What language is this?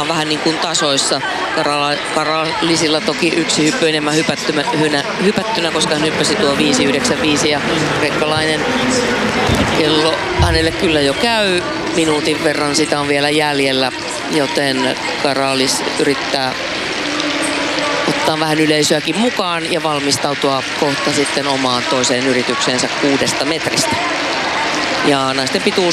Finnish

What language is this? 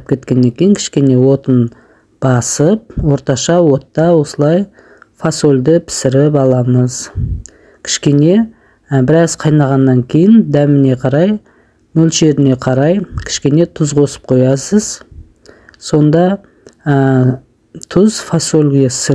Kazakh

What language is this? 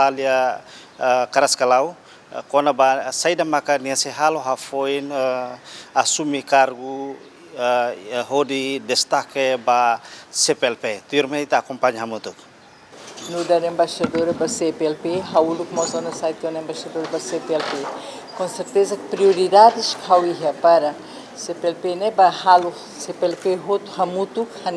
Tetum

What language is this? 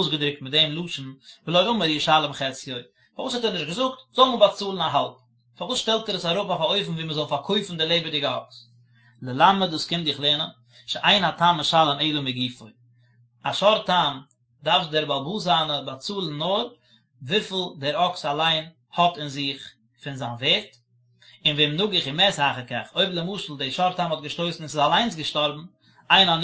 Yiddish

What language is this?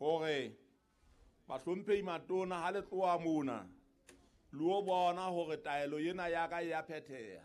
Southern Sotho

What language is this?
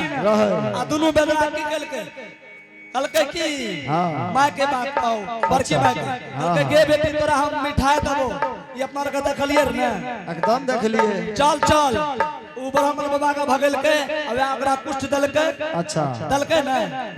Angika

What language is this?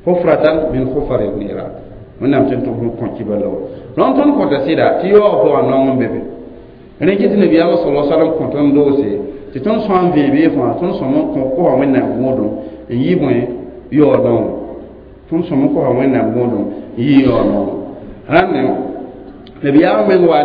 Mossi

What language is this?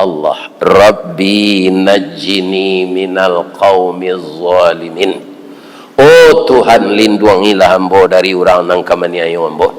Minangkabau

